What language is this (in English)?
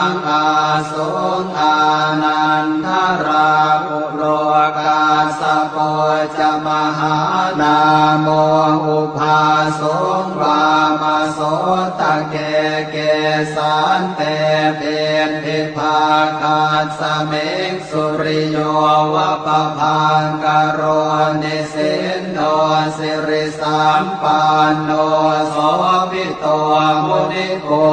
Pali